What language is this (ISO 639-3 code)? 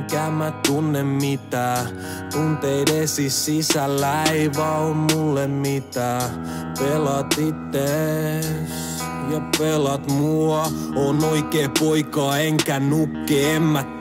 fin